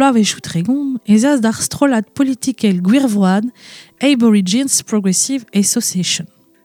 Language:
Breton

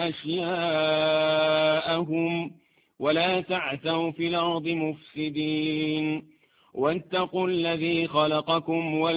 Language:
Arabic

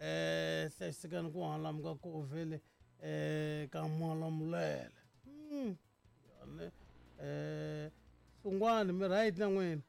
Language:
Tsonga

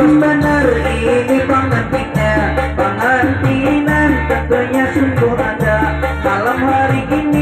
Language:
Banjar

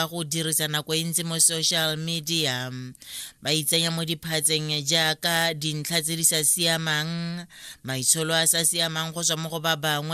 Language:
Tswana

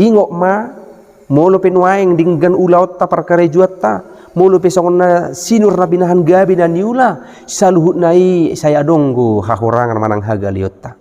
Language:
Batak Toba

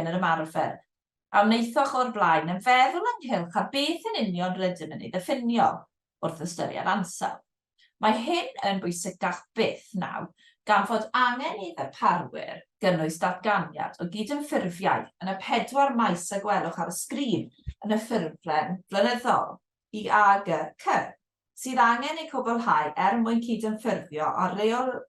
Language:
Welsh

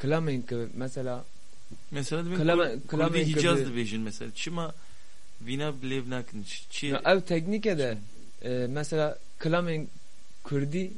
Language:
Kurdish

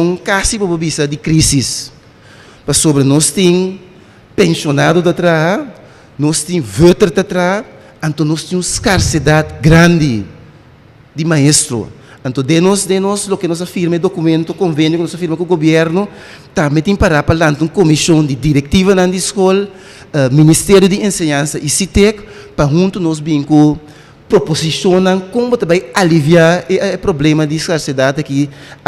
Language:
Papiamento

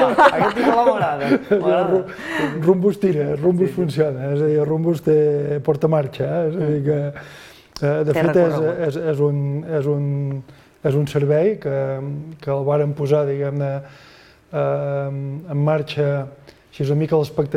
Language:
Catalan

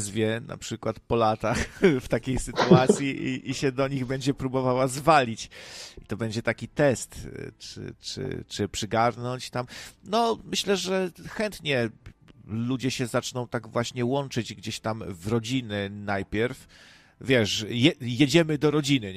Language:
Polish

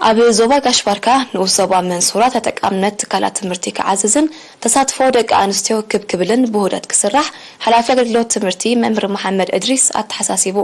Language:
Tigrinya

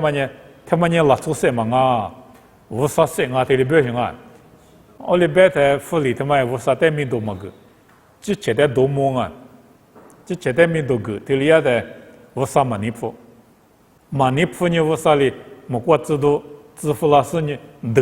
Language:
Lisu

